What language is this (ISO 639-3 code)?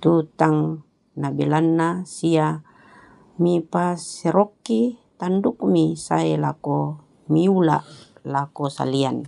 sda